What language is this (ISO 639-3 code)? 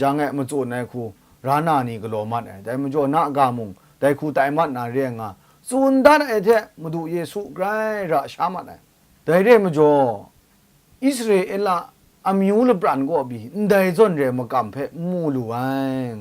kac